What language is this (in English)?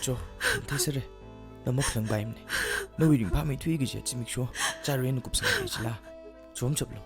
Tangkhul Naga (India)